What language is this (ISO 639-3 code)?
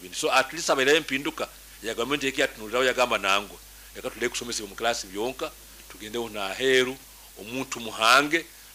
nyn